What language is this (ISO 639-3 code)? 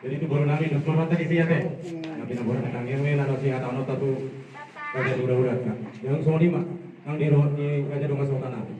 bbc